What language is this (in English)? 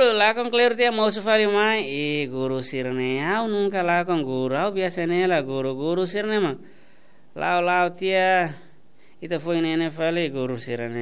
Tetum